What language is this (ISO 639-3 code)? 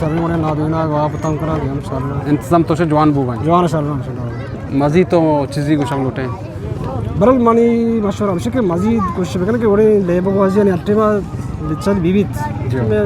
bgp